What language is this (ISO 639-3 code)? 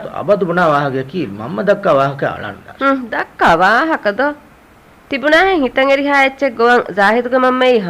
div